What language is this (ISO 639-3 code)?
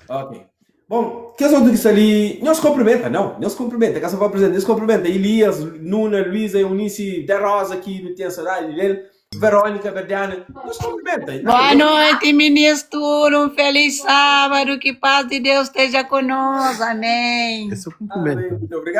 kea